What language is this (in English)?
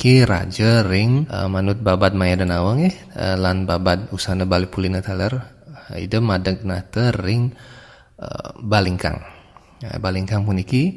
Balinese